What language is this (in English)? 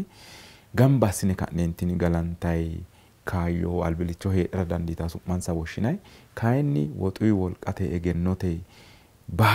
Sidamo